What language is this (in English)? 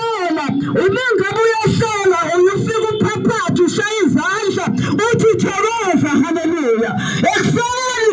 Zulu